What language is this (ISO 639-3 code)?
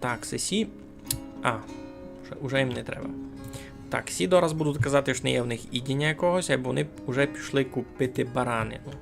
rue